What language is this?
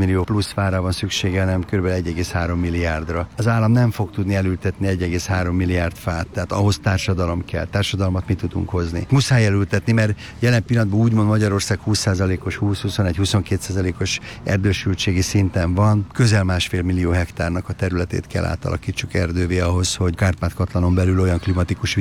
Hungarian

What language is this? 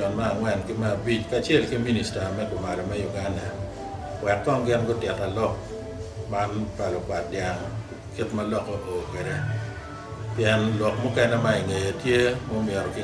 Acoli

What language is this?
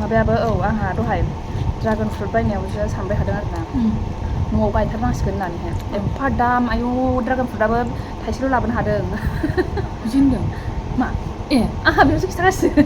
Bodo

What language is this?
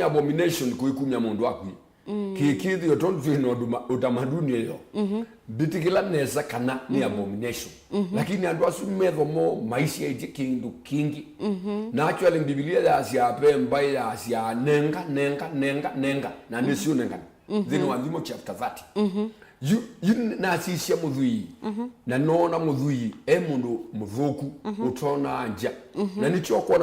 Kamba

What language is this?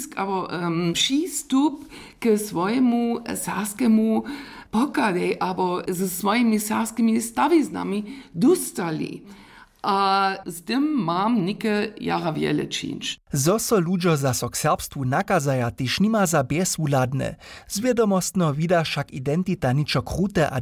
Upper Sorbian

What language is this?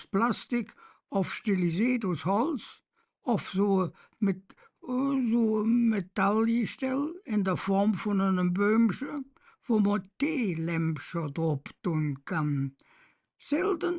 Colognian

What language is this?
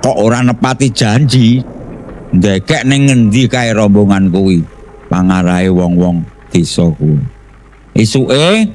Javanese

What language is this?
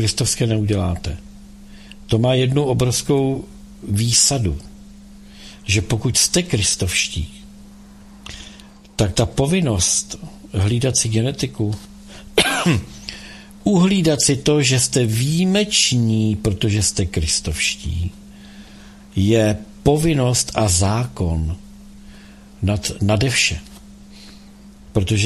Czech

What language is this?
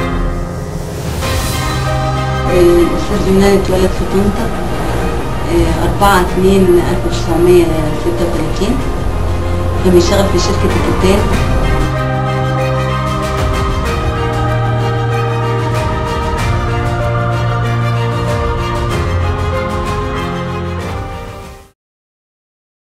Egyptian Arabic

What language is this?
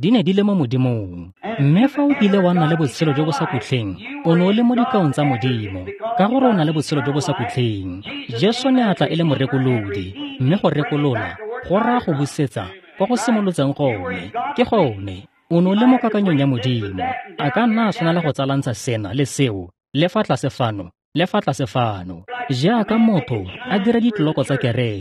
Tswana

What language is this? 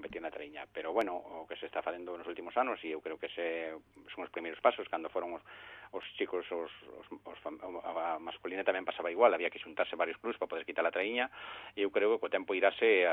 Galician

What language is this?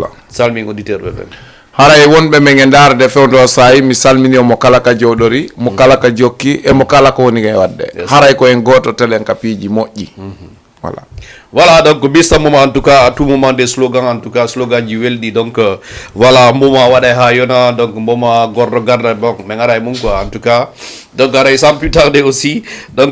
Fula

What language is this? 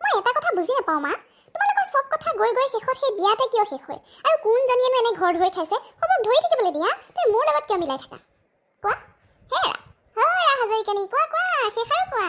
Assamese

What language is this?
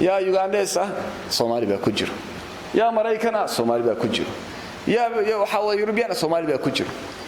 Somali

